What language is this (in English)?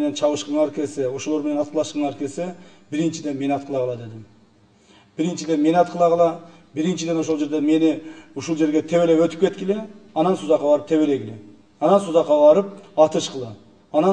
Kyrgyz